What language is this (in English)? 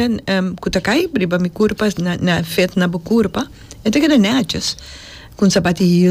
Papiamento